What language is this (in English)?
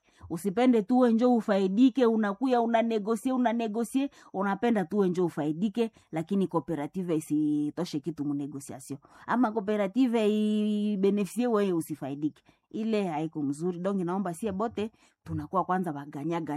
Swahili